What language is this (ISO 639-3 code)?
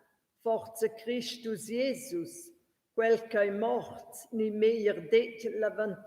roh